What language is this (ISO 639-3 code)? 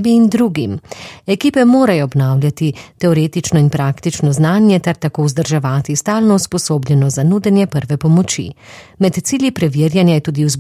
slv